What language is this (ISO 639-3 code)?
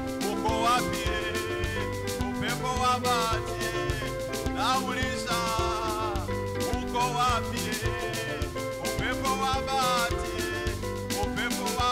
swa